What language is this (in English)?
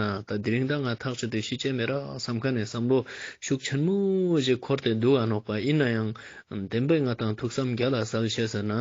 Ladakhi